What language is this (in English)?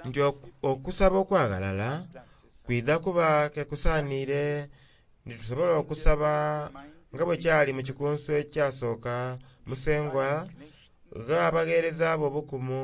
Soga